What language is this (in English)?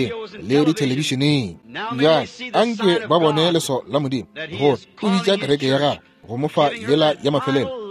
Northern Sotho